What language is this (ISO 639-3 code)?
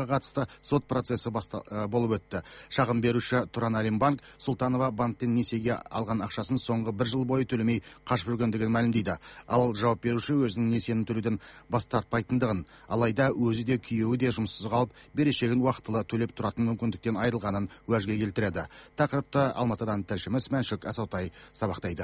kaz